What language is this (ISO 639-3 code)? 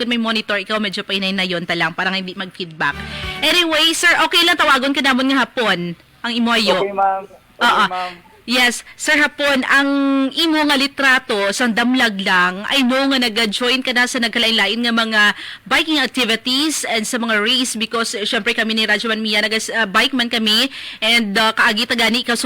hil